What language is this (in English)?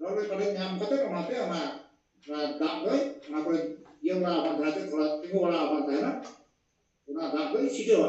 Santali